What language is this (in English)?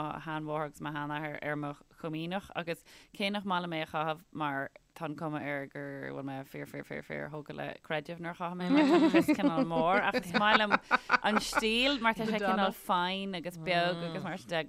Irish